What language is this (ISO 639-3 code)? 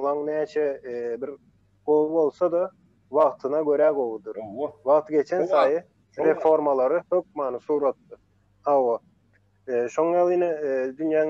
tuk